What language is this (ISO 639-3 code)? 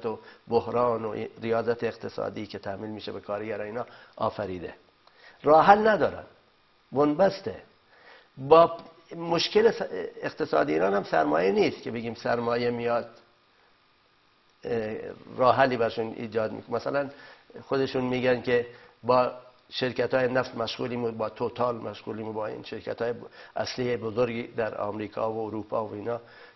fas